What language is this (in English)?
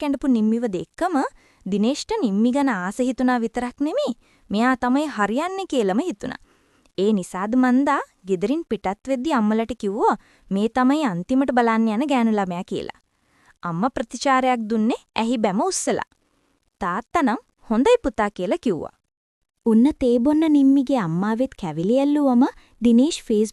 Sinhala